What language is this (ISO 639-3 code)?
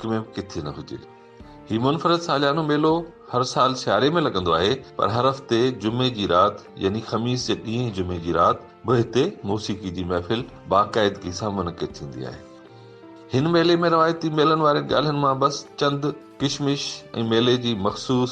snd